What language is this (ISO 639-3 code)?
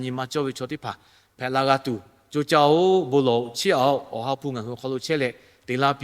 lhu